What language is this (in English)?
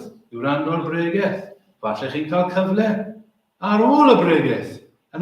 Welsh